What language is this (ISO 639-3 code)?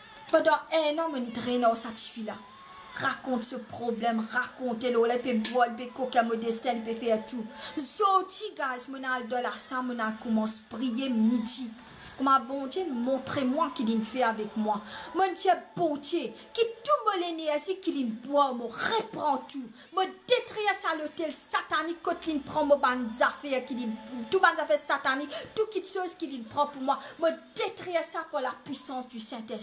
mfe